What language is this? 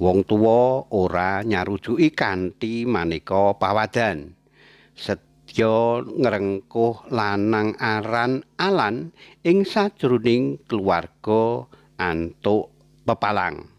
Javanese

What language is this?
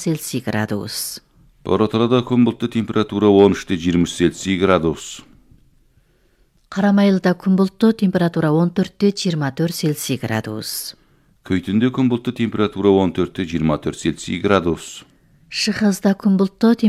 Kazakh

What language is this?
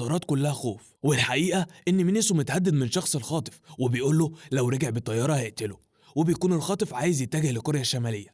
Egyptian Arabic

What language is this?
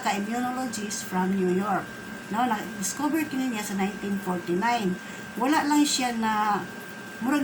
Cebuano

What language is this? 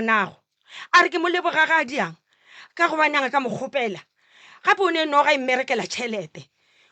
Northern Sotho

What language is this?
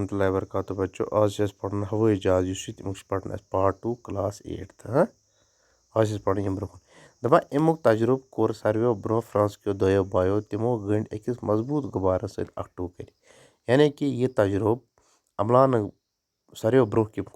Kashmiri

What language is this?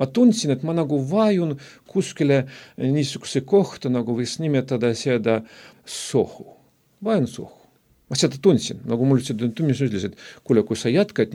Estonian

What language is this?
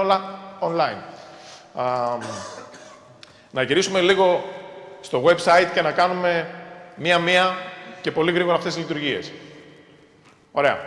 Greek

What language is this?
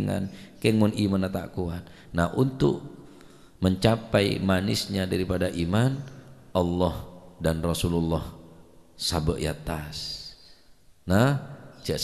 Madurese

